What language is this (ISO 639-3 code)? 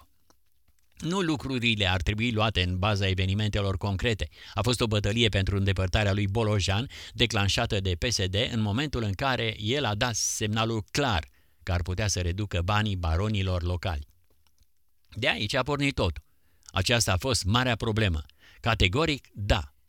ron